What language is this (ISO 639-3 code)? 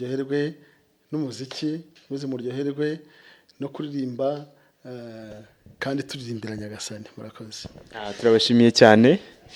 kin